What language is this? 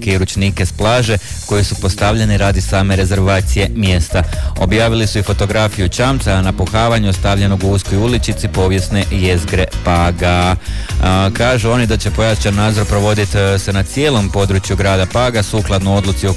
Croatian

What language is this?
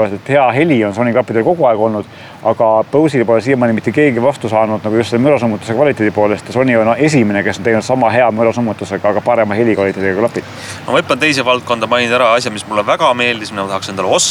Estonian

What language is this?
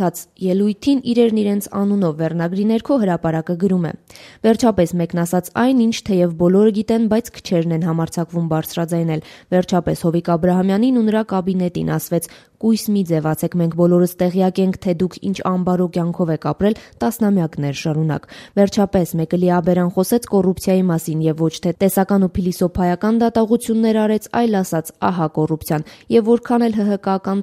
Armenian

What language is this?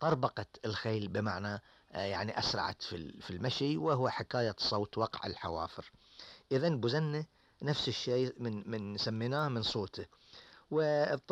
Gulf Arabic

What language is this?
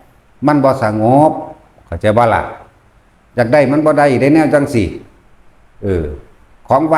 Northeastern Thai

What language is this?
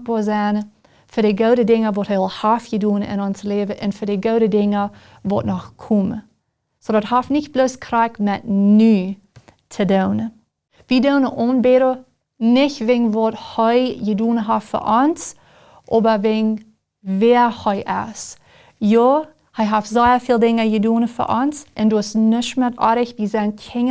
Plautdietsch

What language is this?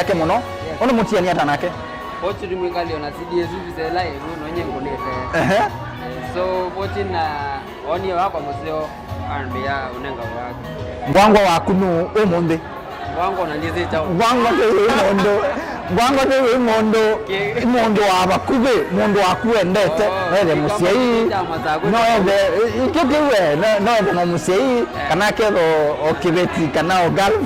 Kamba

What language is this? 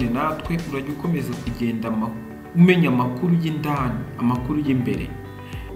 Kinyarwanda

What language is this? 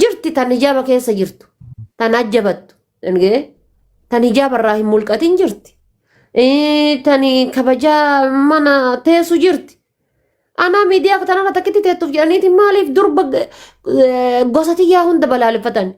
Oromo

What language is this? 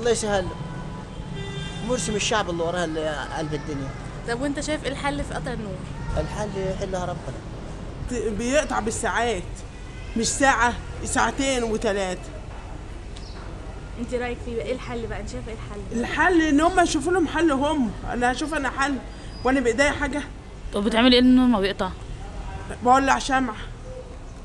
Egyptian Arabic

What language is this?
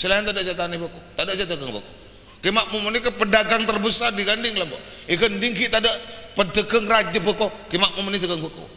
Madurese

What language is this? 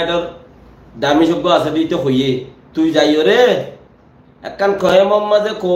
Rohingya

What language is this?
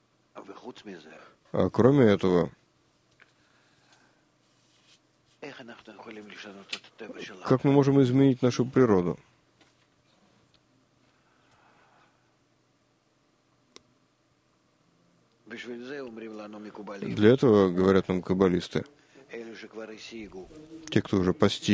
Russian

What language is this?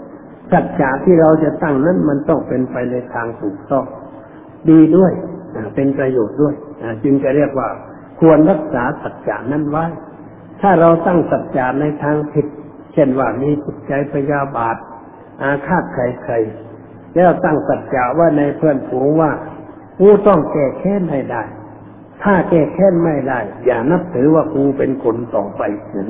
Thai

